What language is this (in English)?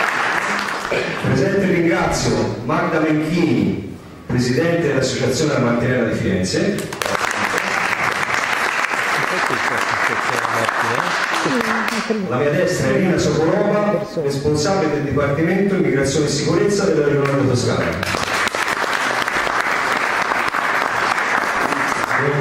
Italian